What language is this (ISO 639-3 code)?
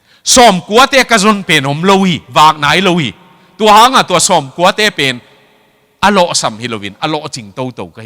ctd